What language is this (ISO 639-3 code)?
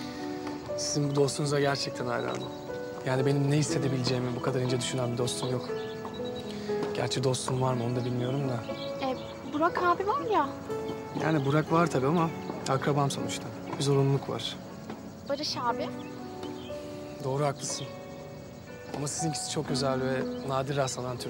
tur